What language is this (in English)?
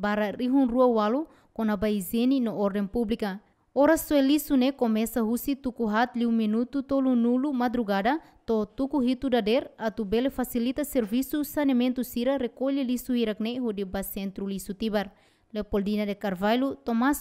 Tetum